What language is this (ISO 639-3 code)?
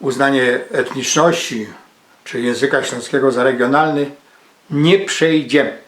szl